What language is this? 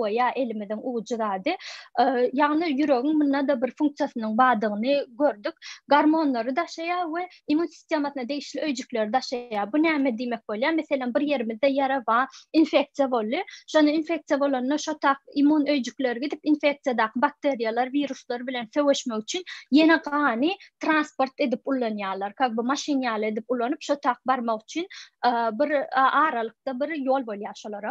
Turkmen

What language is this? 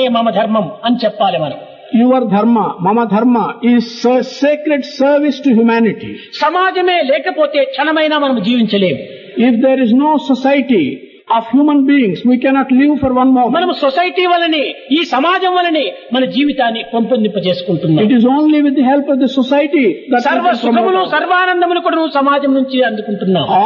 Telugu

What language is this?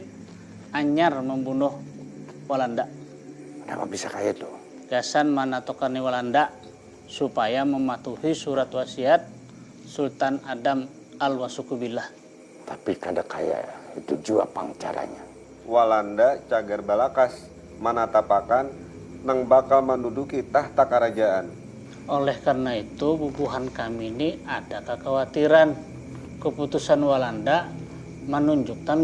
Banjar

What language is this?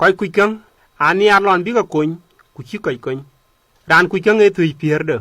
Dinka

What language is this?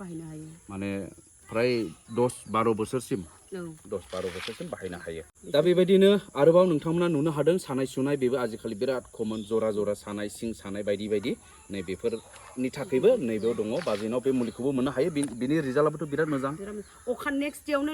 Bodo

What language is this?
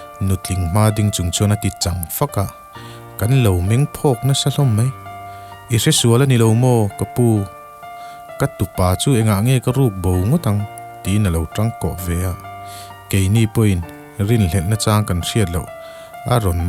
Mizo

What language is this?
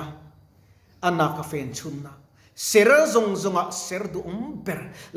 Mizo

